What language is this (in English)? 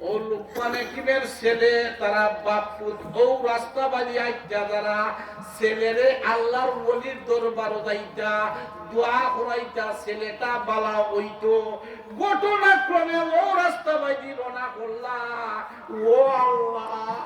Sylheti